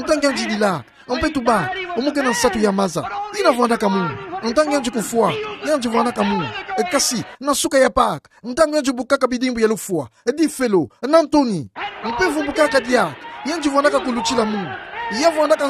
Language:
Kituba (Democratic Republic of Congo)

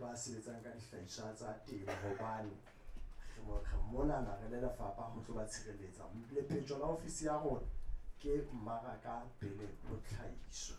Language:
Southern Sotho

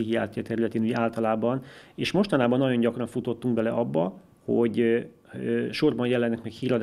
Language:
Hungarian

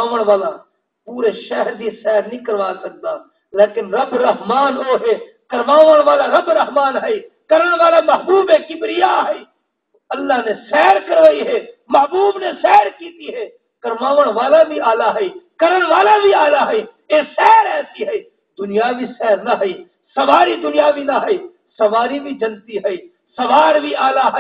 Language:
Saraiki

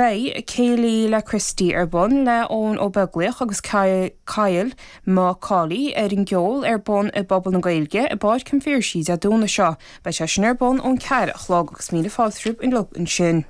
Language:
Irish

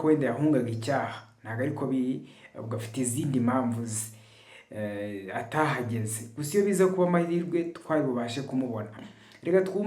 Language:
Kinyarwanda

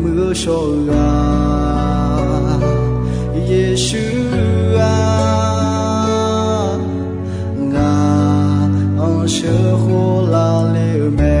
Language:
Akha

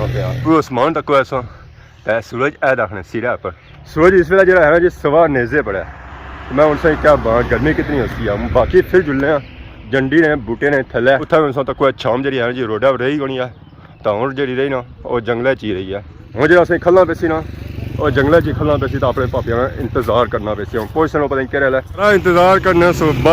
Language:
Pahari-Potwari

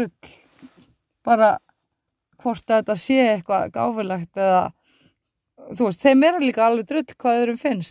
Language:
Icelandic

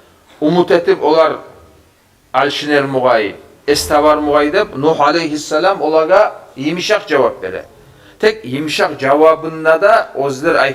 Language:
Kumyk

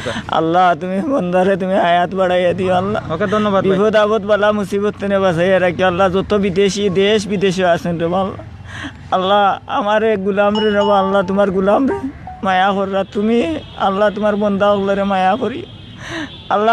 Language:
Sylheti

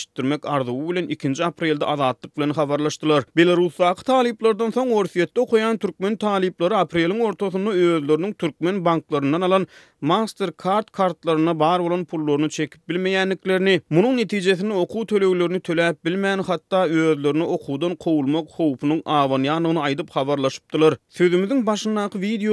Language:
Turkmen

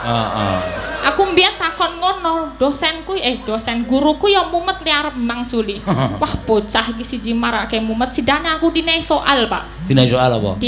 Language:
Javanese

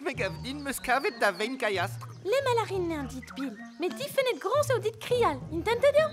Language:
Breton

